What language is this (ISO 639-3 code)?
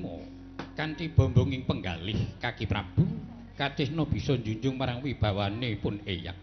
jav